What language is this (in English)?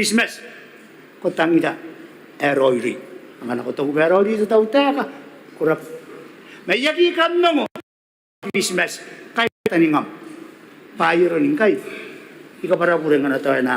Gilbertese